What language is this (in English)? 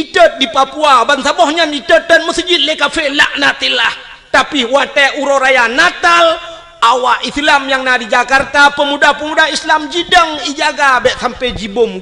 Achinese